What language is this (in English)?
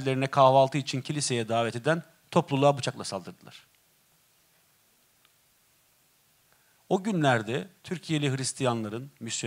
Turkish